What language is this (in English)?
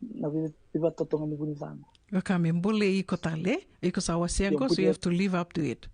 Fijian